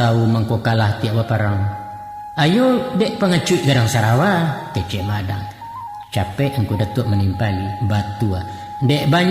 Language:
Minangkabau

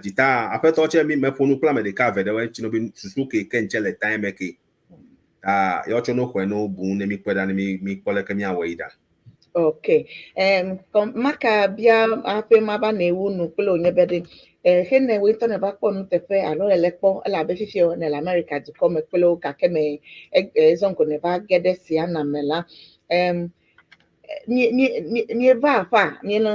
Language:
Ewe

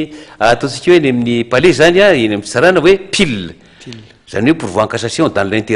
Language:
Malagasy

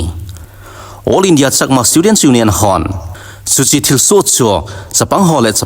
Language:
Thado Chin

